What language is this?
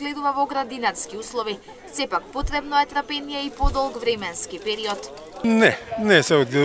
Macedonian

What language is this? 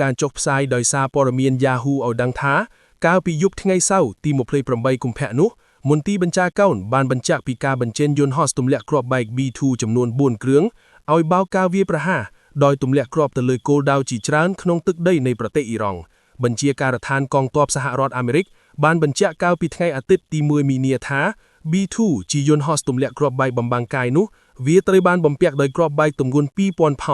Khmer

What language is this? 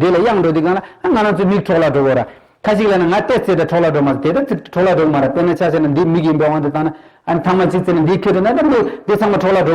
Tibetan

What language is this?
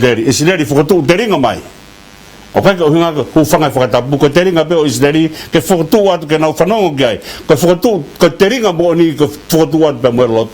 Tongan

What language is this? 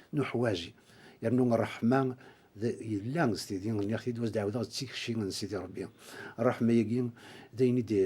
Kabyle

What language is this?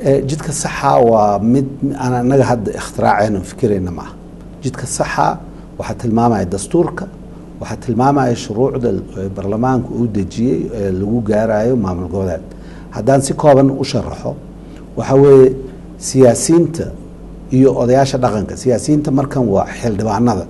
Somali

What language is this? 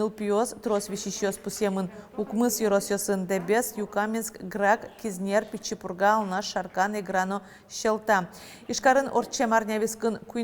Udmurt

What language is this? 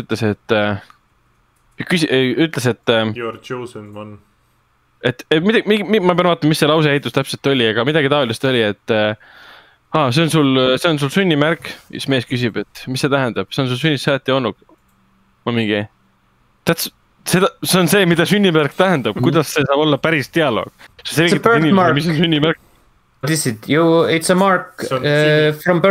Estonian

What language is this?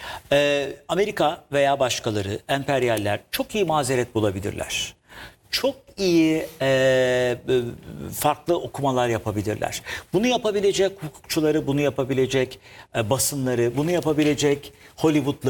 Turkish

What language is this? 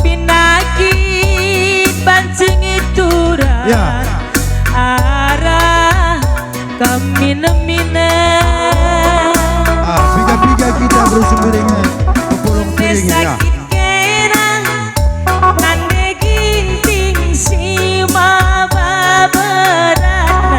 Batak Karo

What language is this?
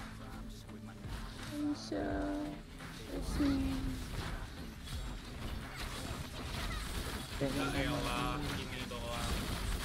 Indonesian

